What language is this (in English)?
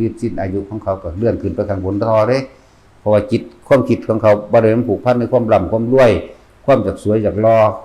Northeastern Thai